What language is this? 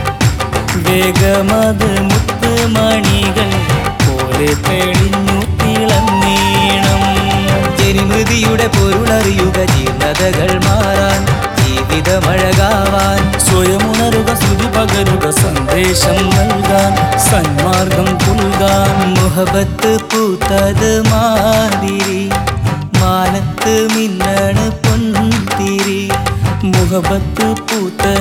Malayalam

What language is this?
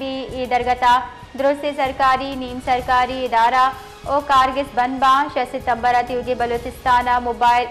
Baluchi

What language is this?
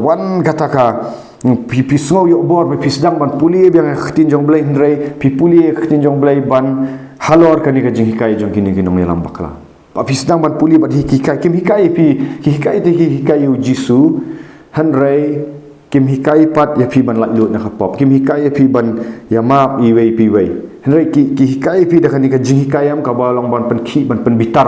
Khasi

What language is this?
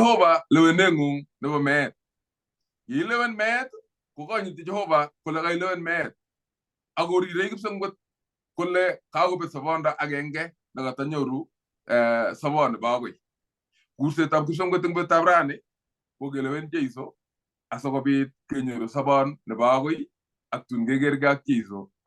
Kalenjin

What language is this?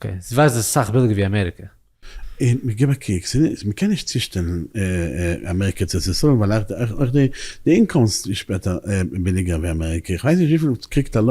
Yiddish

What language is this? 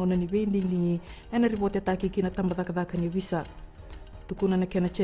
Fijian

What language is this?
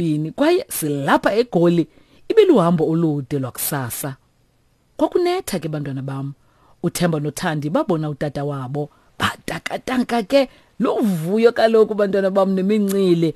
Xhosa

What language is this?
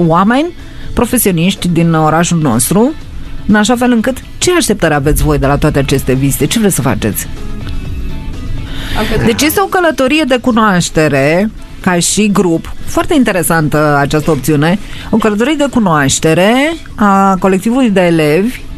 Romanian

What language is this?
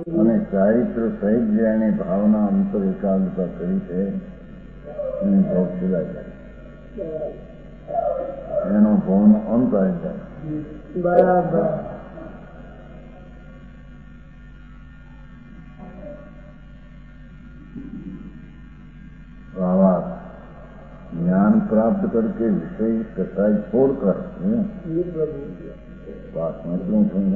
Gujarati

